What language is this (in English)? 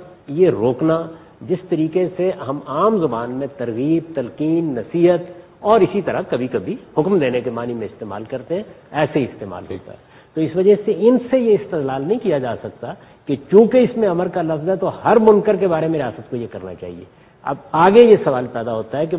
Urdu